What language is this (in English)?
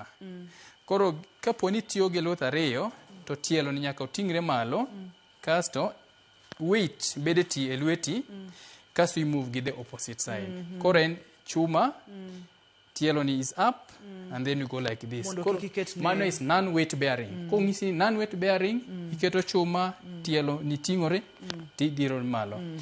Luo (Kenya and Tanzania)